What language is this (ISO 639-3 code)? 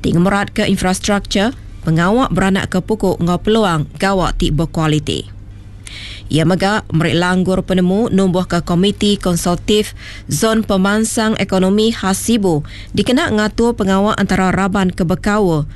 iba